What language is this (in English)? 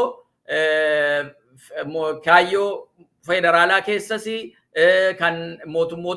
Oromo